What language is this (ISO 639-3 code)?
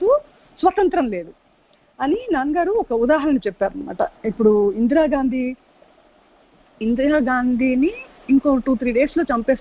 tel